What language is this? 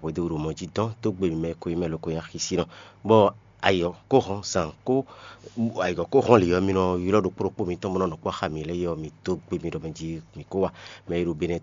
Fon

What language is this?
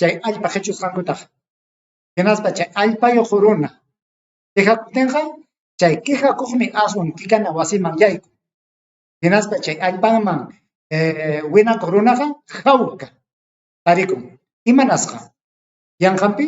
Ayacucho Quechua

